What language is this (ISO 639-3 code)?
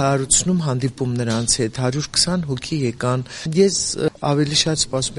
hye